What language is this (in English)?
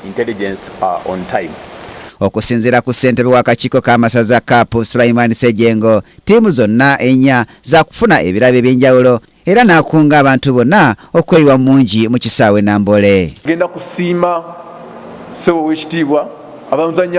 Ganda